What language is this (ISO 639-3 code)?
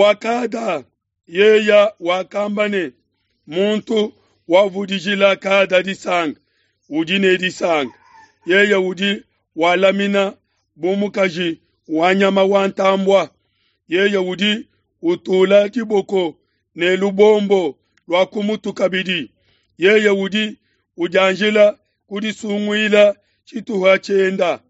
lua